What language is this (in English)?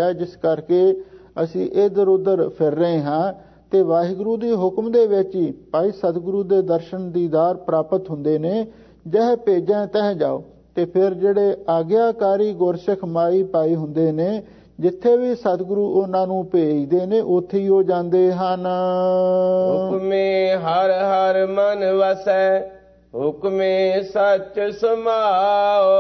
Punjabi